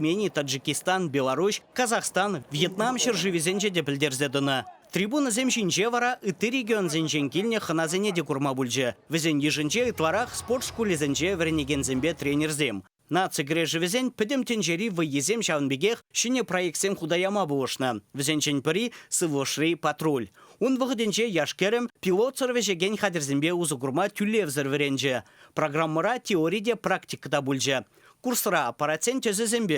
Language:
Chuvash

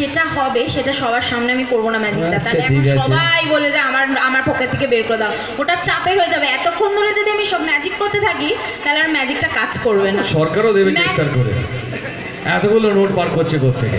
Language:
Bangla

